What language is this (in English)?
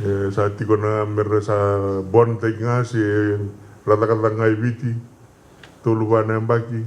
Fijian